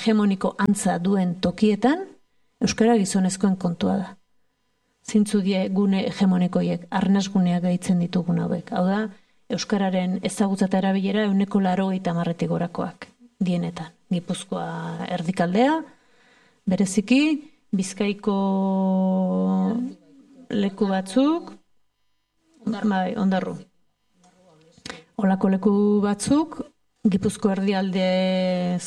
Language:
Basque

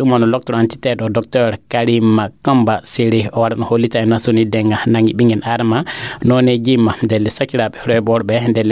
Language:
Fula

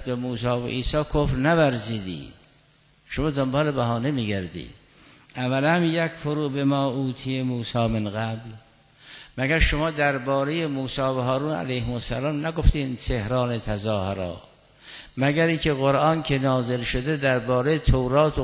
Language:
Persian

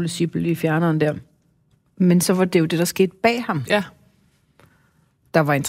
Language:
Danish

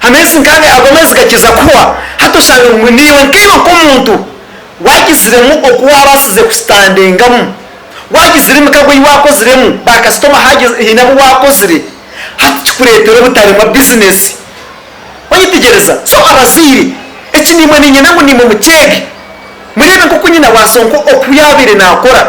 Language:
Nyankole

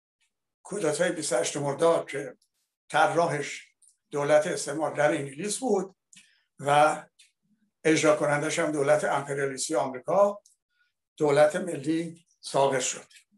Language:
Persian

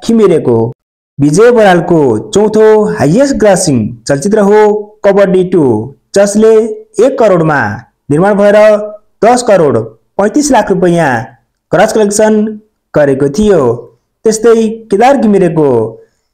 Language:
Nepali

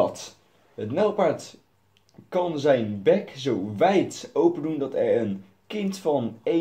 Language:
Dutch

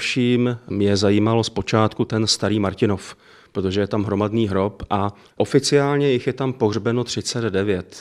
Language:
Czech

